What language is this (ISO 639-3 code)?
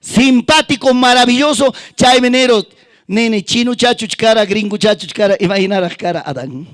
quy